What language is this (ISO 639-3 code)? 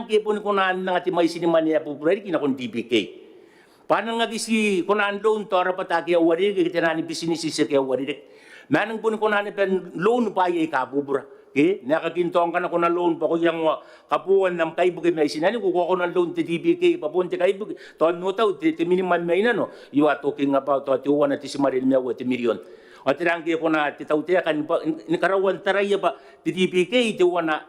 gil